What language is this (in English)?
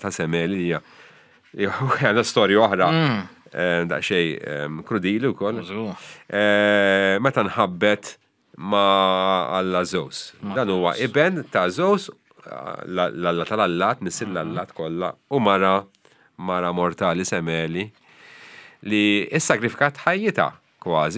Maltese